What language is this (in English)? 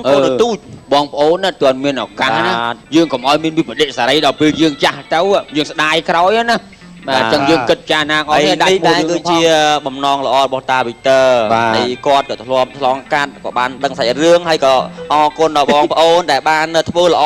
Khmer